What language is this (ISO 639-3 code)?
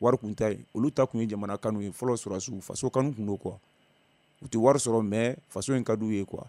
bam